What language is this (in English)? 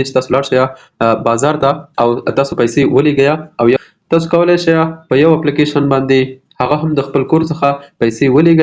Pashto